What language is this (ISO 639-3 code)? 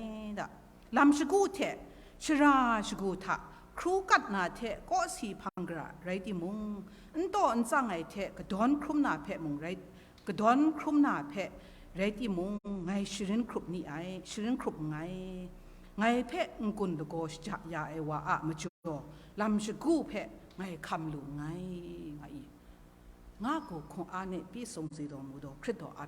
kac